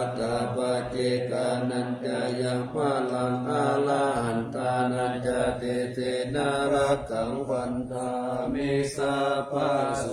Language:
Pali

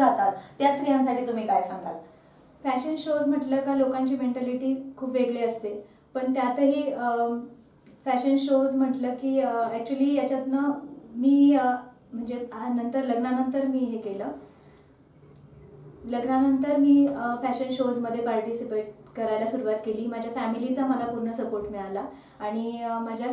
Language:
Marathi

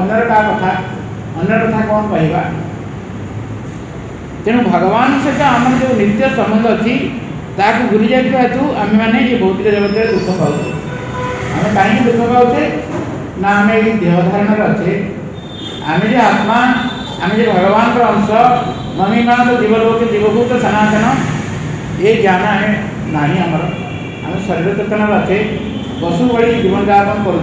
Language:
Odia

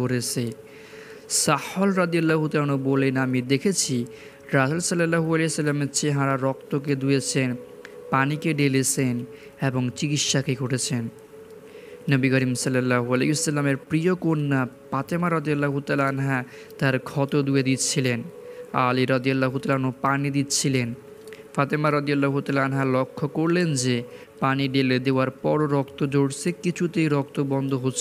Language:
Bangla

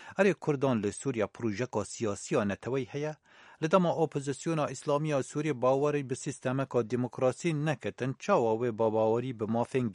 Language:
Kurdish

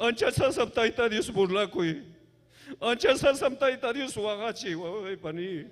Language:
Ayacucho Quechua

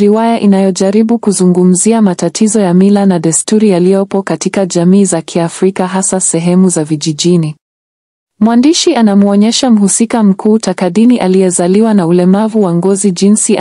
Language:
Swahili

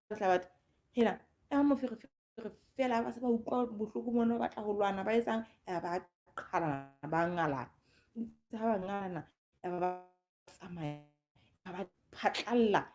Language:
Southern Sotho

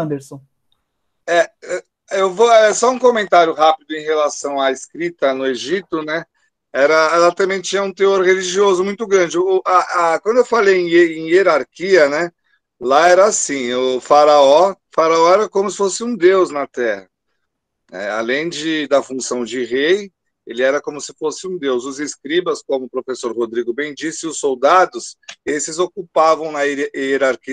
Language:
Portuguese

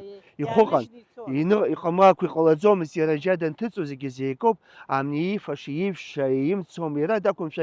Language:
Abkhazian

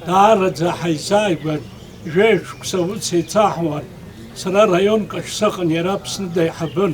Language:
Abkhazian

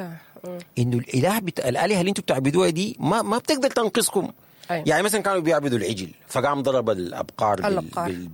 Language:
Sudanese Arabic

